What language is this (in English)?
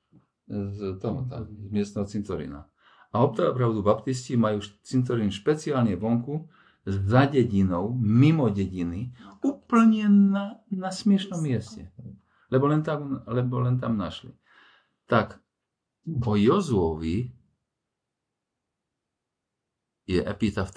Slovak